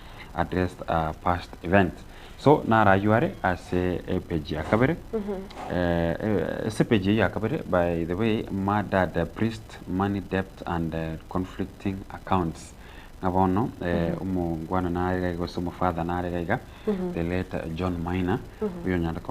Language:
Gusii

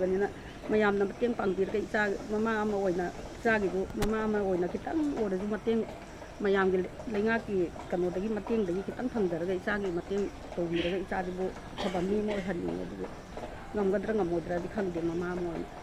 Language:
Manipuri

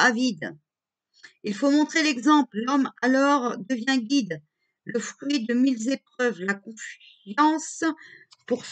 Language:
French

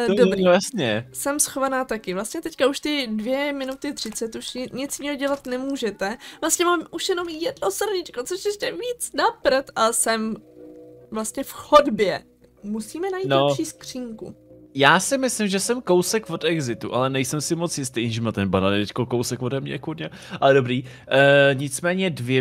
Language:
Czech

